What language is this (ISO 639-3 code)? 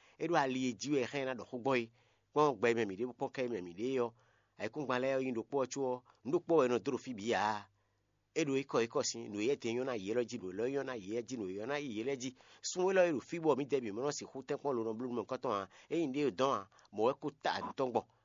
fon